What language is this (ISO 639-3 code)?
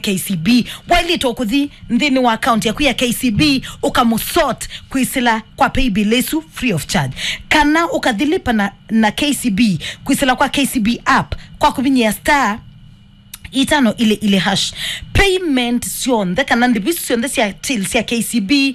kam